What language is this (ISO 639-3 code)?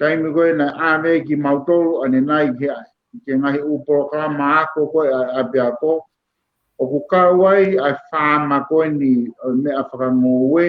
ton